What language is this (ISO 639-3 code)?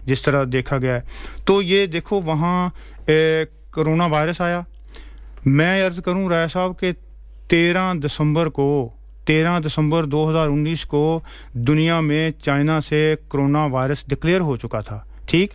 urd